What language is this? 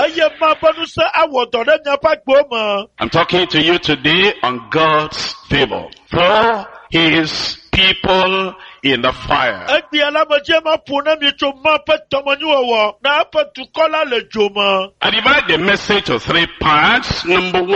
Ewe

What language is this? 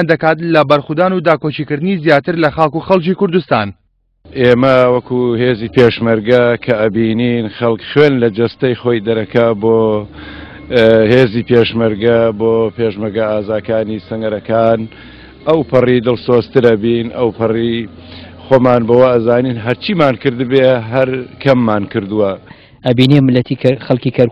Central Kurdish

